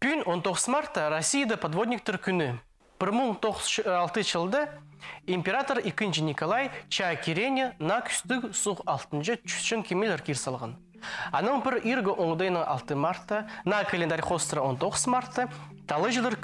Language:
Khakas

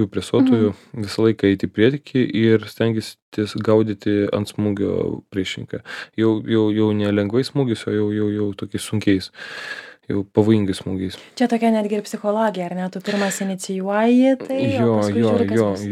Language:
Lithuanian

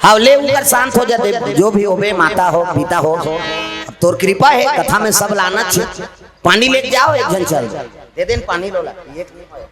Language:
Chhattisgarhi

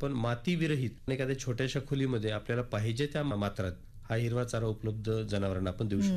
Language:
Marathi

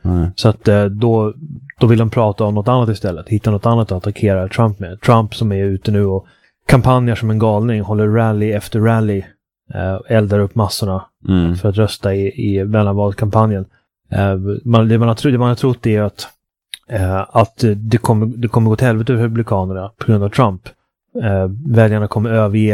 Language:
Swedish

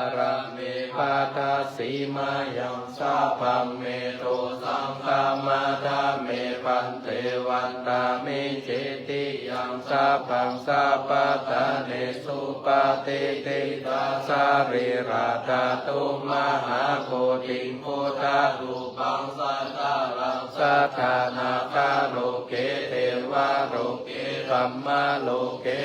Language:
Pali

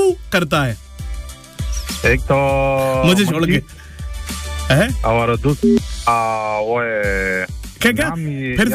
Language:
Hindi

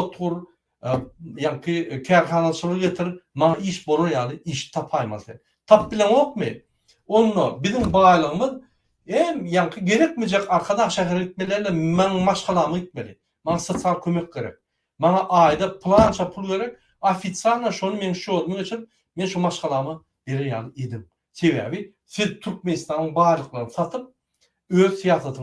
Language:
Turkmen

